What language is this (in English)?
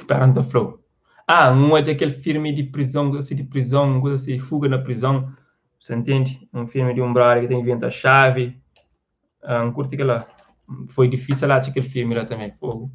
Kabuverdianu